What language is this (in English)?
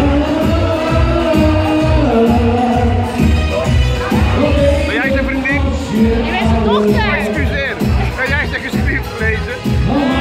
Dutch